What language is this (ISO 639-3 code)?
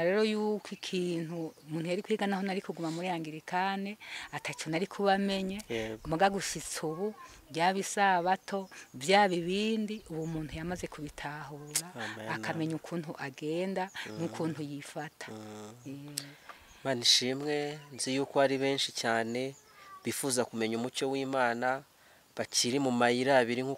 run